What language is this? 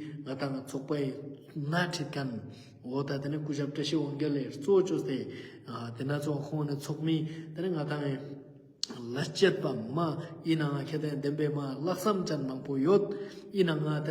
Ladakhi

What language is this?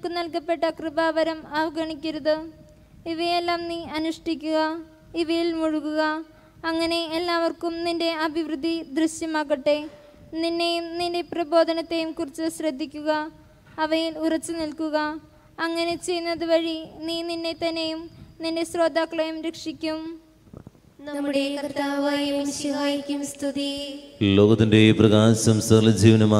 Malayalam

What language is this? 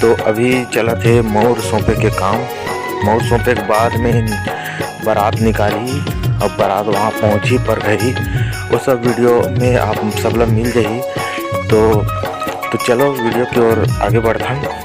Chhattisgarhi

